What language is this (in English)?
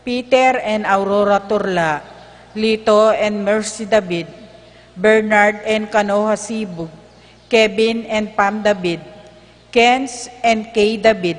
Pampanga